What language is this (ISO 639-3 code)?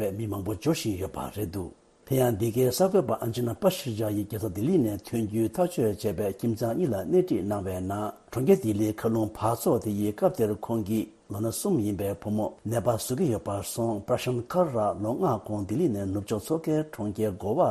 bod